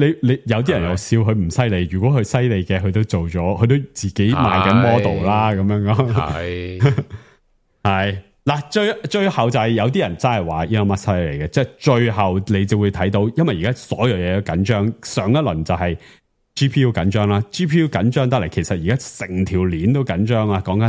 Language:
Cantonese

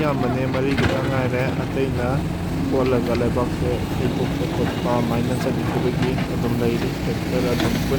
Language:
Manipuri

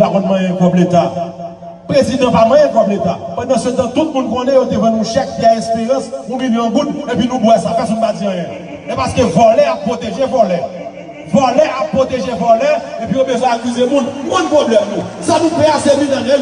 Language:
Haitian Creole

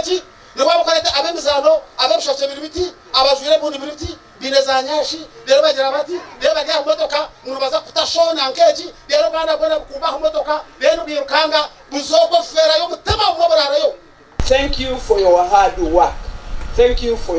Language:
Nyankole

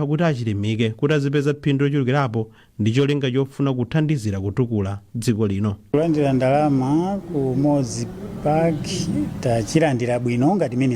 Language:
Nyanja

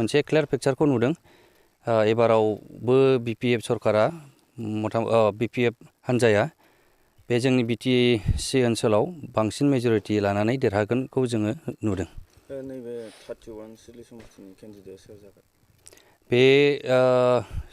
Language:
Bodo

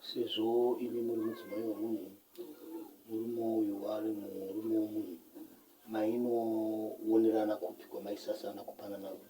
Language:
Shona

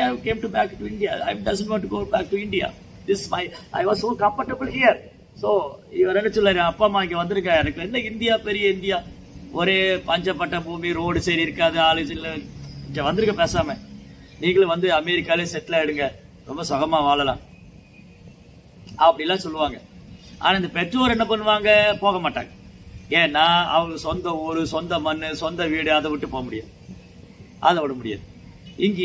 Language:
Tamil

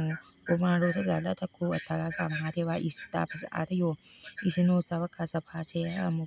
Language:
Pali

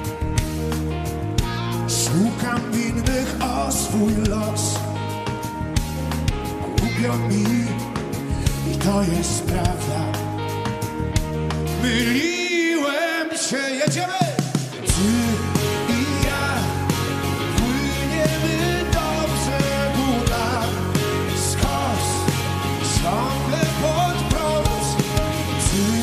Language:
Polish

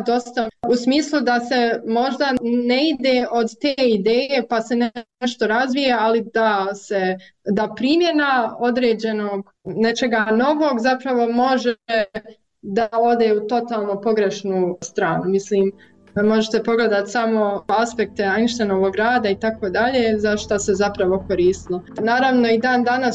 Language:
Bosnian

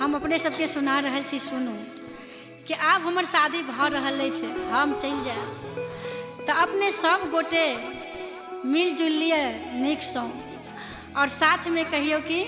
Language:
Maithili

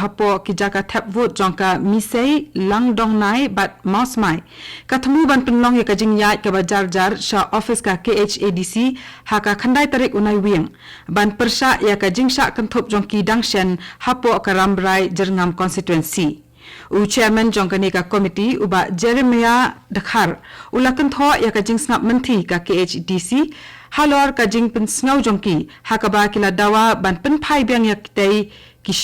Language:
Khasi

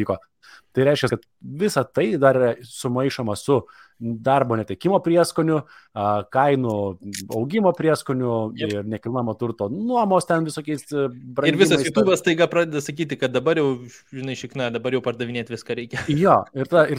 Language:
Lithuanian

